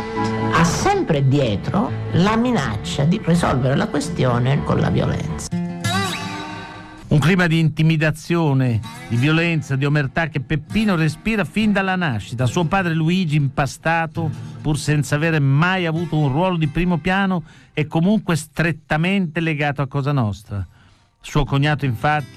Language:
Italian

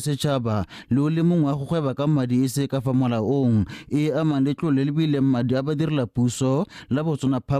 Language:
Tswana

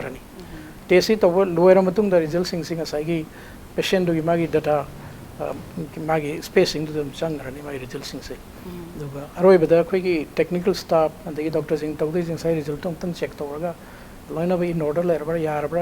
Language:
Manipuri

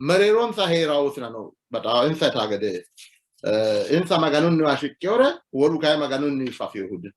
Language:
Sidamo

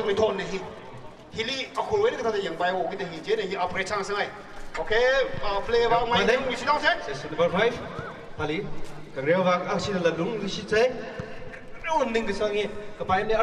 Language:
Tangkhul Naga (India)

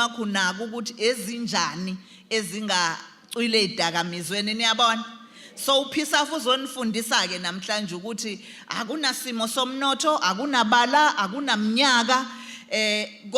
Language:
Zulu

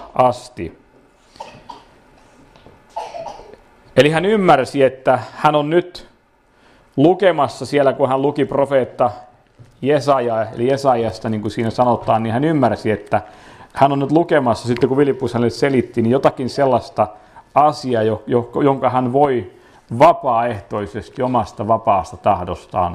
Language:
Finnish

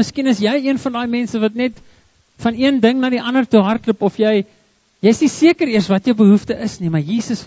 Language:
Afrikaans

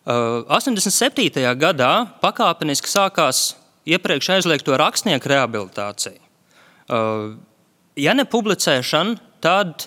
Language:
Latvian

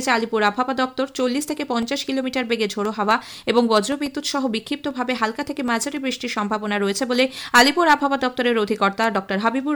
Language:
Bangla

